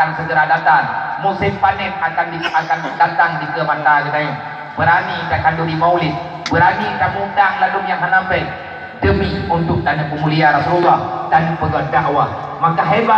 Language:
Achinese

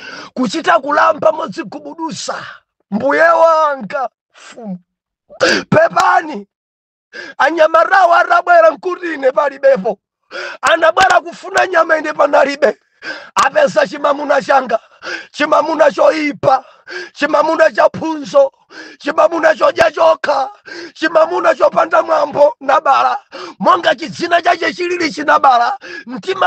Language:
Nyanja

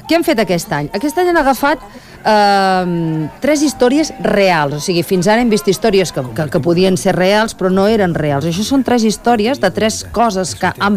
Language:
Catalan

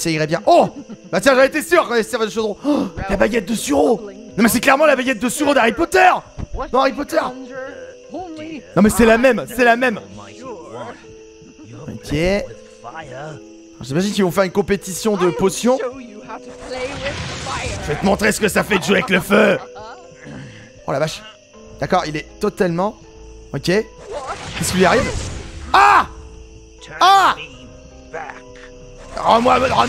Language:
French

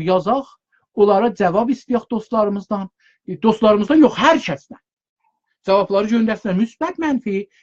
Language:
South Azerbaijani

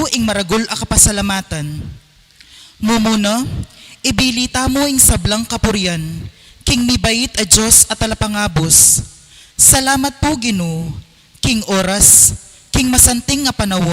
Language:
Pampanga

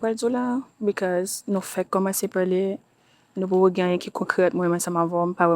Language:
Haitian Creole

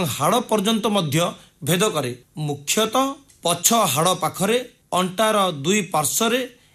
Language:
Odia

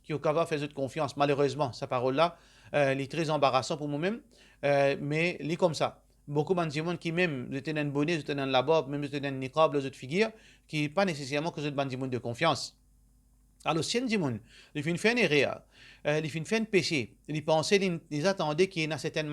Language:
Morisyen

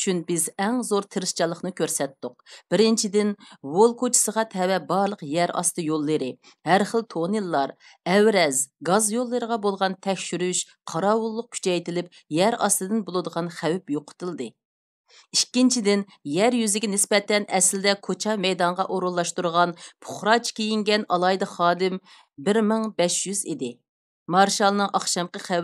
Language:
Uyghur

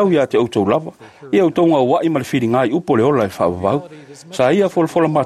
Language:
Samoan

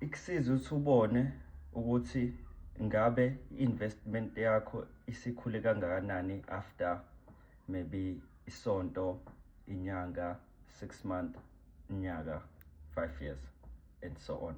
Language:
Zulu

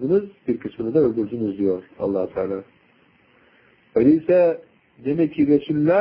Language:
Turkish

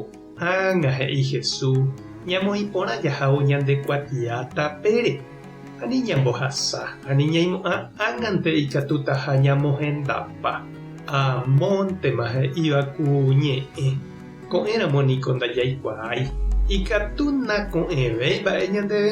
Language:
Guarani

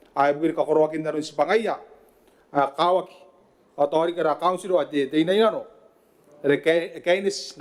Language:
Gilbertese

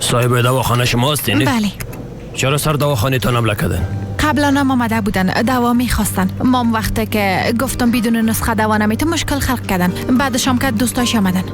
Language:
Persian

